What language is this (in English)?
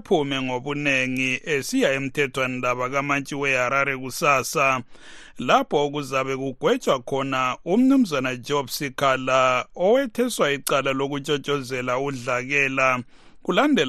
North Ndebele